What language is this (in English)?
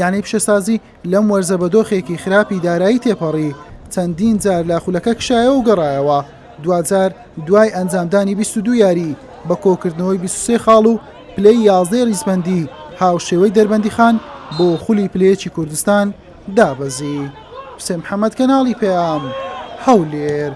Central Kurdish